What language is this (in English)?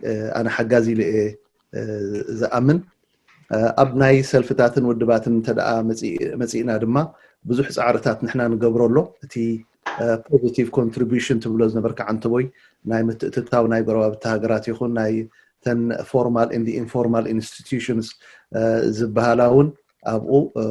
Tigrinya